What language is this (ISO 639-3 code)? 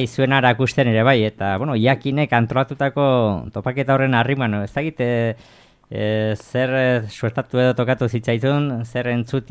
eus